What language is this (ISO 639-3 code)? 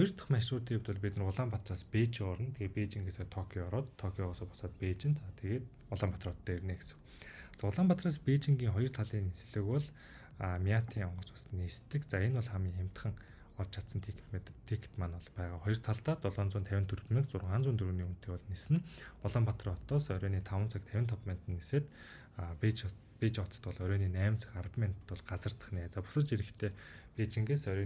mon